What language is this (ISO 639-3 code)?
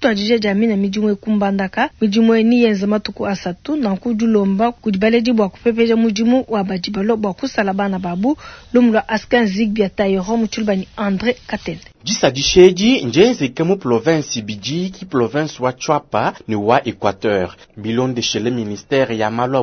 lua